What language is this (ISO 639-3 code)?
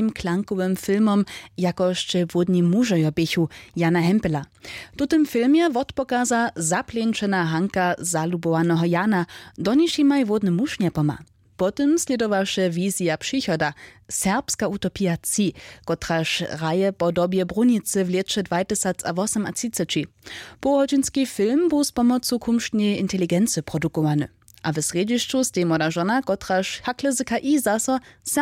hsb